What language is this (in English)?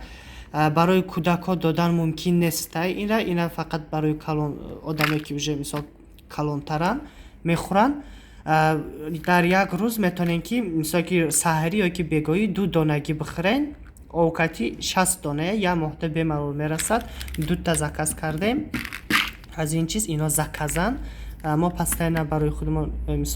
Tajik